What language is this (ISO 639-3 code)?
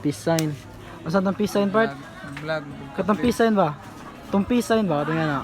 ceb